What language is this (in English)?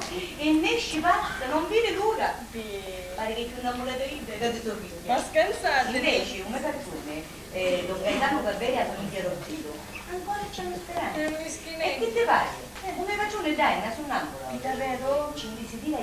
Sicilian